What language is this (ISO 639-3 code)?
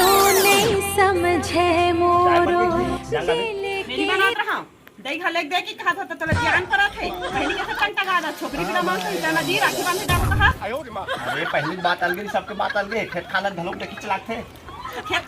hne